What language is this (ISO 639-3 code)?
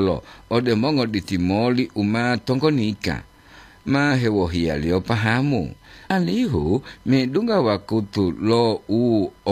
gor